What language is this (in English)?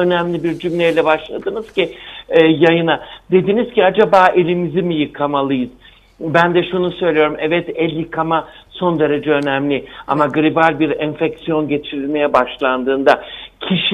Turkish